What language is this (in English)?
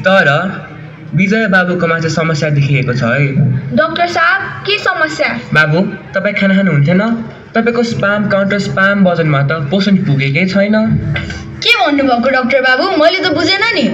Nepali